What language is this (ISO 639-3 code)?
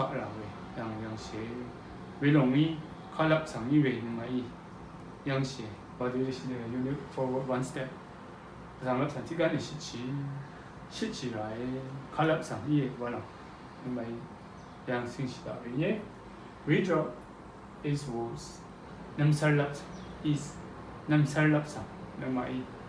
raw